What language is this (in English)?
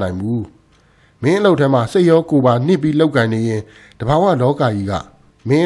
Burmese